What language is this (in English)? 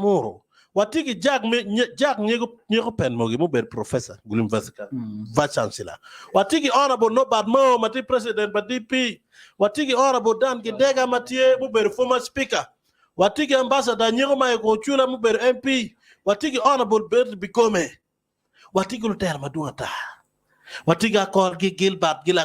Acoli